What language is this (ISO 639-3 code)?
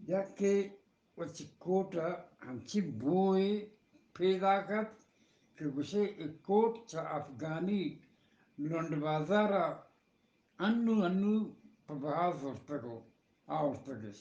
bgp